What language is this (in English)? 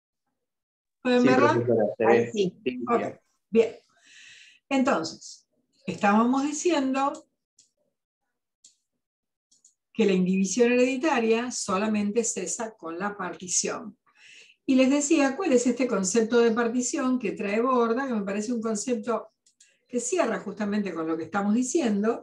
Spanish